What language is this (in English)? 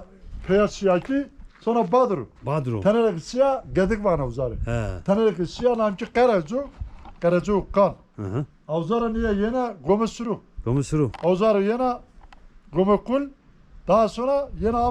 Zaza